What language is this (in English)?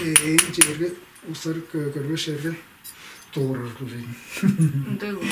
Tuvinian